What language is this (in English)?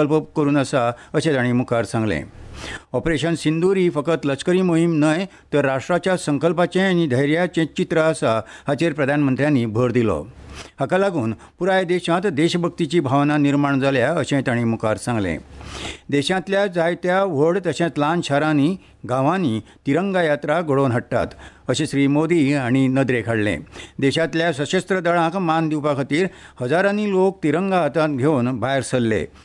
Konkani